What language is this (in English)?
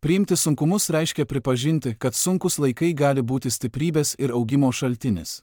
Lithuanian